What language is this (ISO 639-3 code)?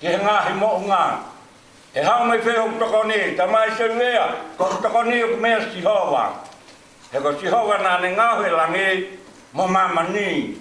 ton